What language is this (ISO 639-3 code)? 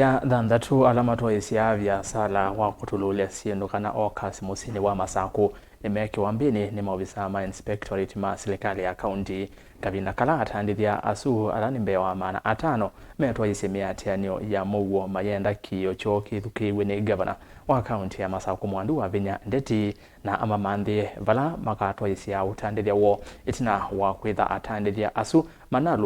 kam